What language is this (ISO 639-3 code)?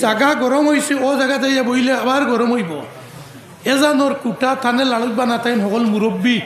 syl